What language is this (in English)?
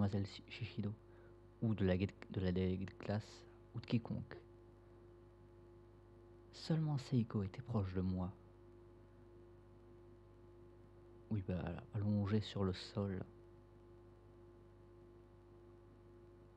French